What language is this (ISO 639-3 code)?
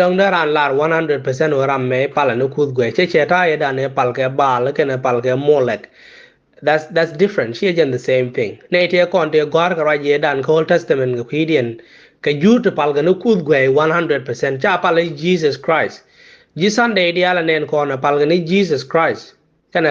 nus